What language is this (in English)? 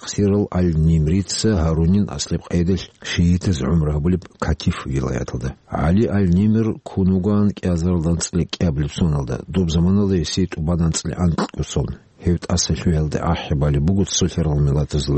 Avaric